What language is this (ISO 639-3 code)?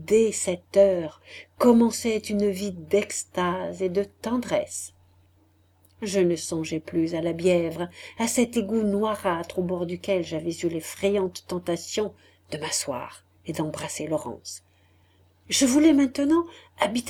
fra